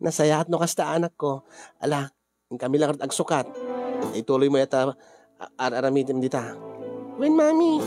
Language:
Iloko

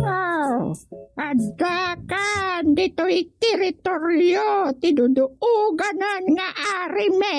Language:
Iloko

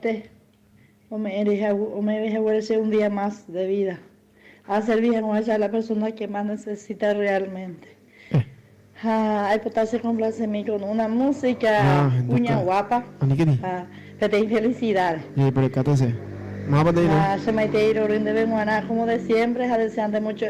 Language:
Guarani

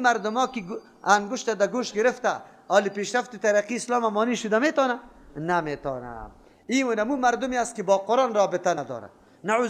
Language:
Persian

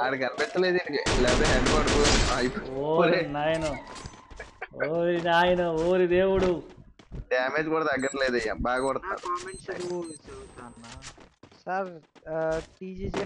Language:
Telugu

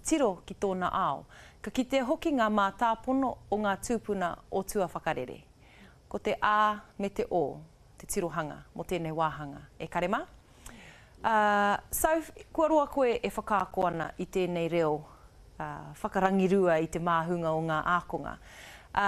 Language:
Māori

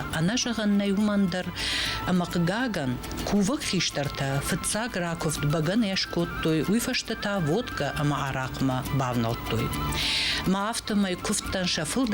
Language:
Ossetic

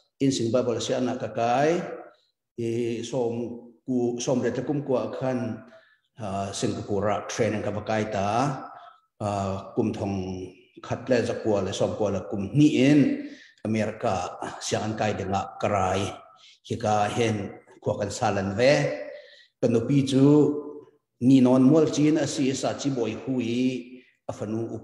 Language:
Hakha Chin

